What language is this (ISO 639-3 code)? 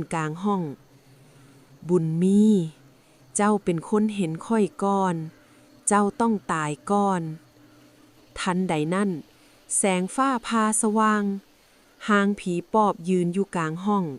lao